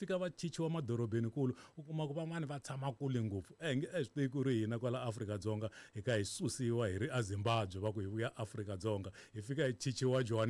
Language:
Tsonga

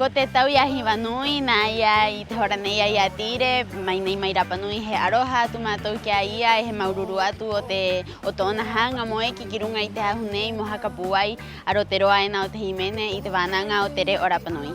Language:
Rapanui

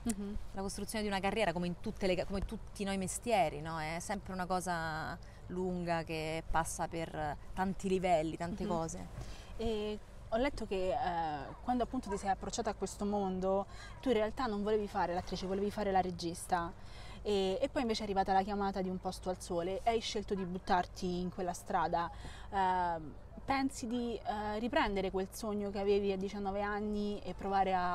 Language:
Italian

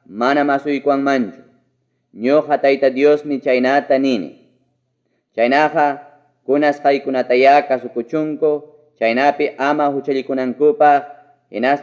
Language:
Ayacucho Quechua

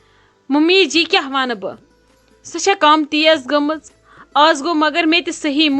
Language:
Kashmiri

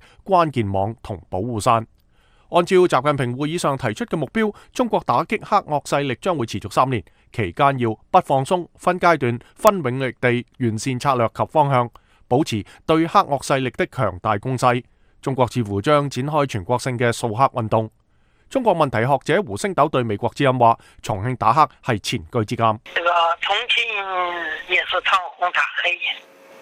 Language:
Cantonese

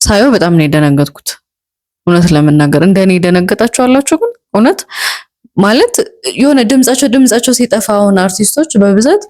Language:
Amharic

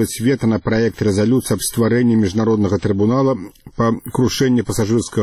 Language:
Belarusian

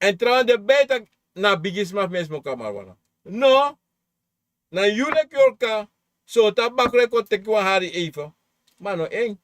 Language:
Sranan Tongo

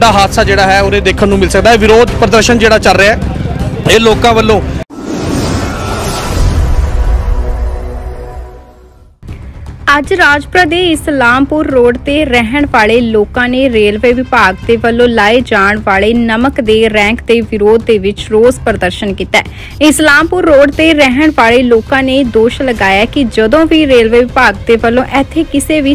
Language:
Punjabi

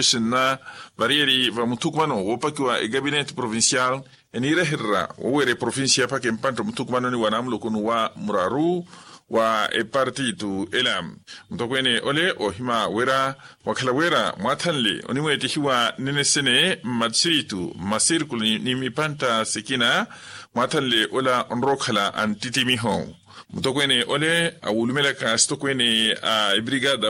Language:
Makhuwa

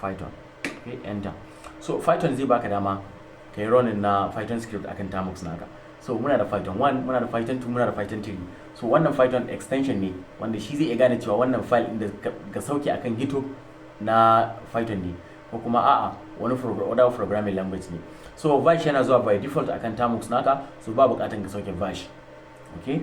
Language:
Hausa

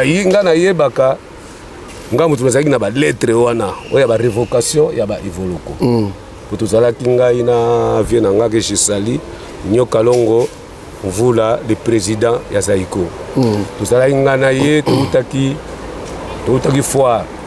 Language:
Lingala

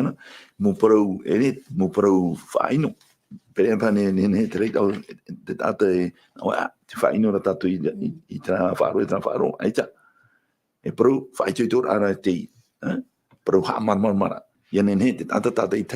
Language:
Tahitian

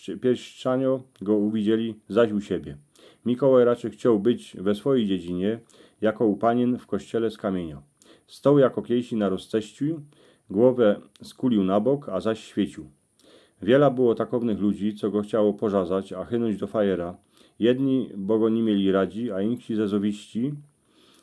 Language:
Silesian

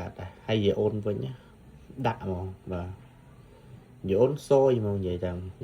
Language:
Khmer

